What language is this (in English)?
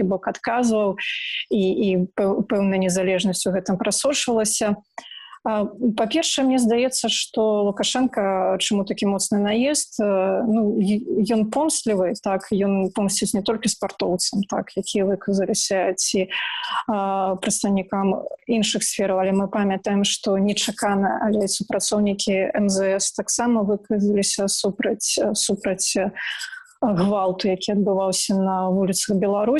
Belarusian